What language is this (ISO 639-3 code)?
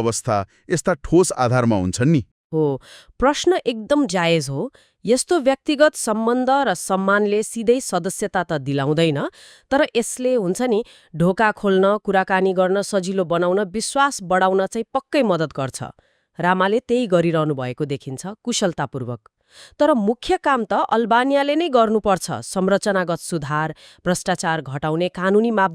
nep